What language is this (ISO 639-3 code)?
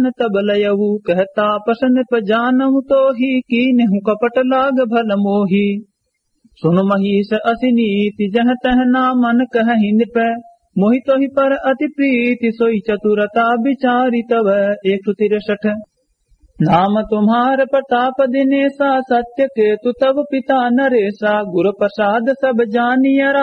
awa